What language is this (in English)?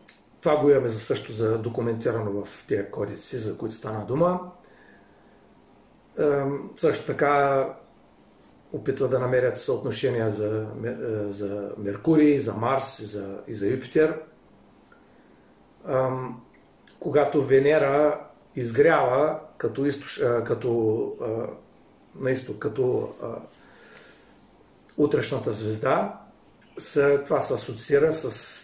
Bulgarian